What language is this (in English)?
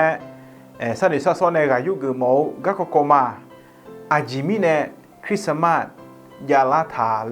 Akha